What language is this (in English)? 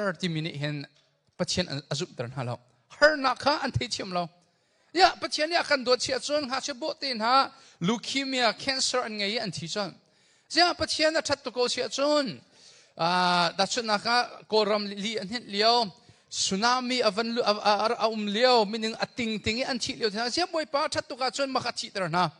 Hakha Chin